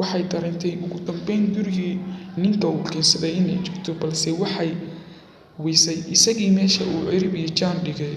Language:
Somali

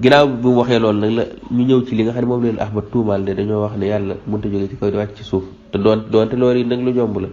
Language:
Wolof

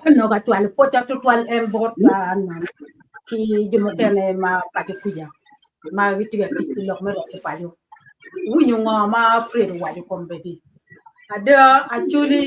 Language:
Acoli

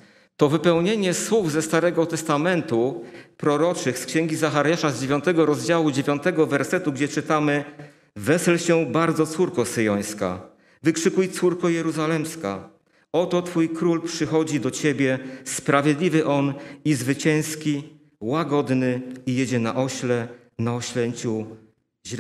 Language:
Polish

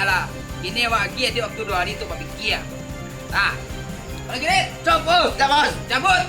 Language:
Minangkabau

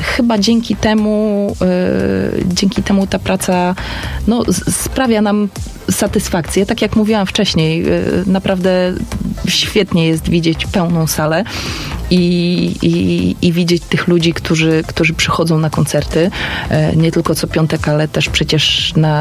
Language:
Polish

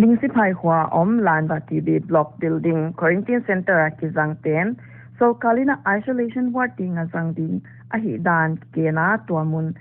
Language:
Paite Chin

